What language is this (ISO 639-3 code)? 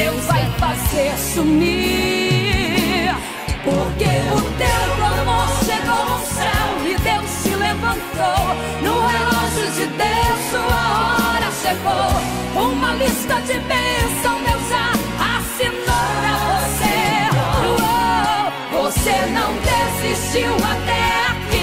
por